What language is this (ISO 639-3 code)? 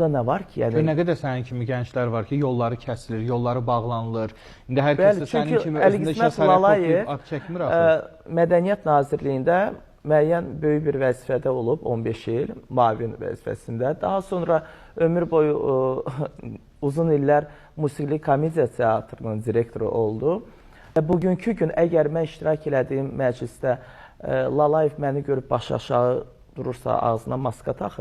aze